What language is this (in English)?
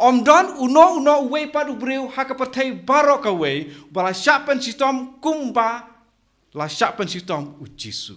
Khasi